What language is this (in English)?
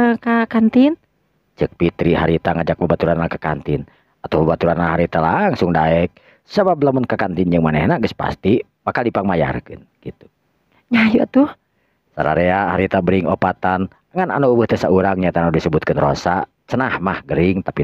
Sundanese